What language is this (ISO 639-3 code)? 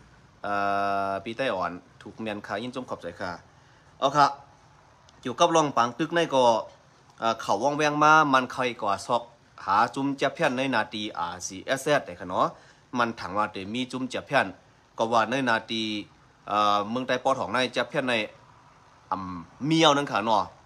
shn